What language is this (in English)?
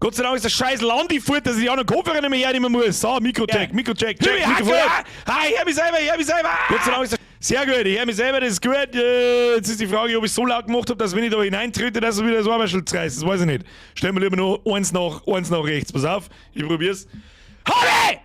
Bavarian